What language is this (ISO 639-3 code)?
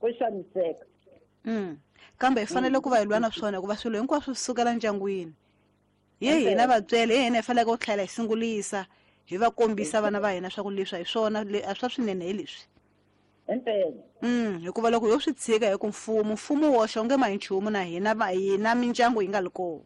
tso